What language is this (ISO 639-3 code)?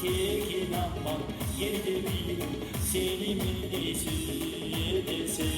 kum